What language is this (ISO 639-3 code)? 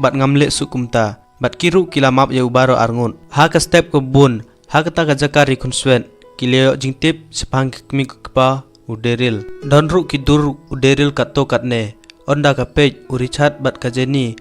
kha